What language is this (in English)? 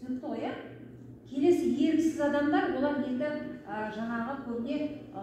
Kazakh